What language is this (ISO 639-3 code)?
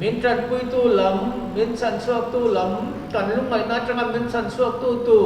lus